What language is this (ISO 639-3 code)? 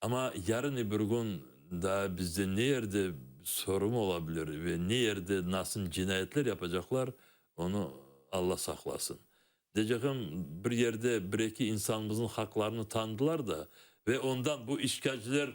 crh